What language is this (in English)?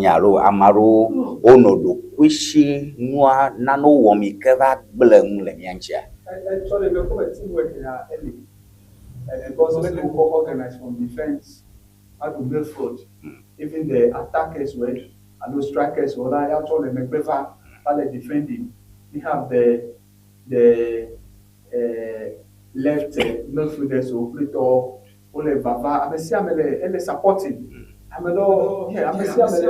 Ewe